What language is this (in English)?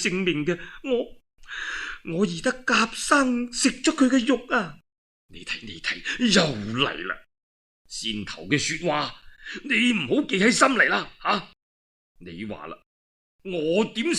Cantonese